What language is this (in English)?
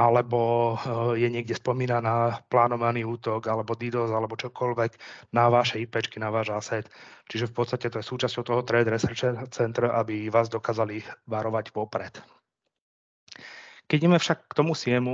Slovak